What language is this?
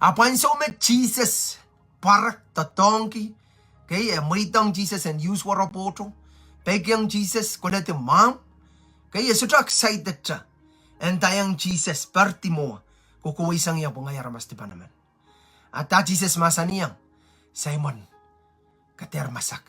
Pohnpeian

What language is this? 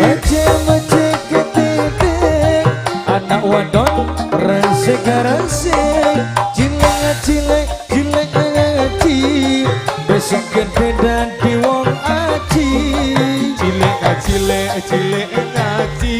Madurese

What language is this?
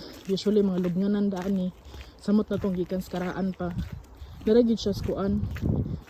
Cebuano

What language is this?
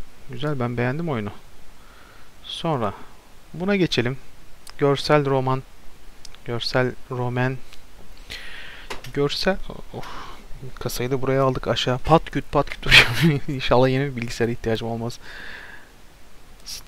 Turkish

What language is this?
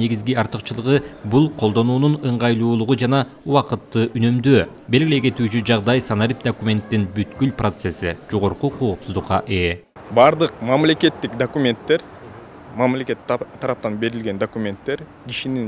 Kyrgyz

